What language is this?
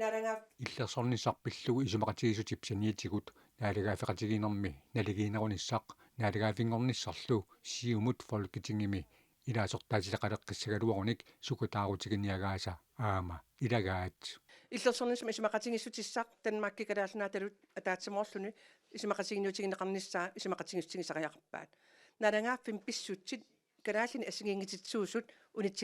Kalaallisut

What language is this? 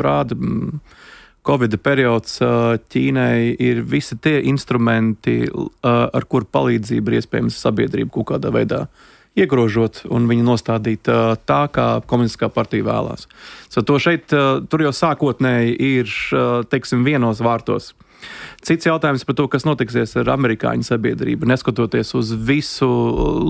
Latvian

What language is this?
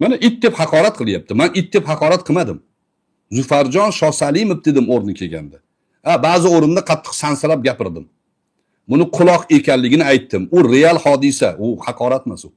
Uzbek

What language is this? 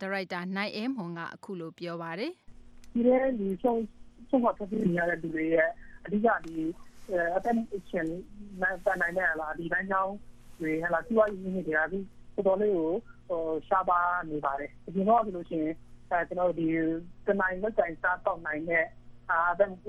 Burmese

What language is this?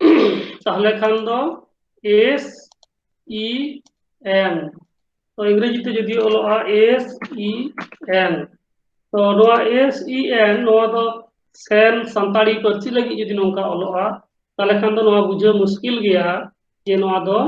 Santali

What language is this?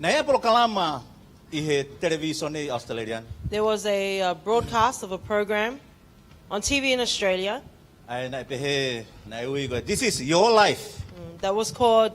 Tongan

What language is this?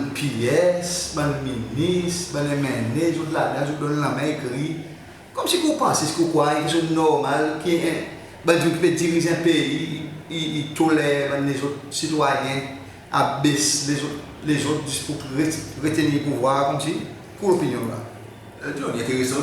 Seselwa Creole French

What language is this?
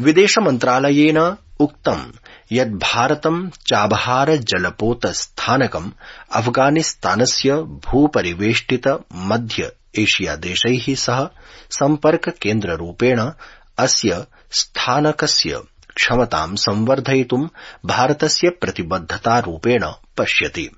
Sanskrit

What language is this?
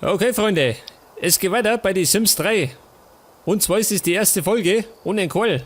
Bavarian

